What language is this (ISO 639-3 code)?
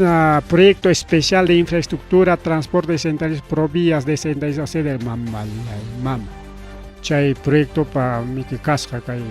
quy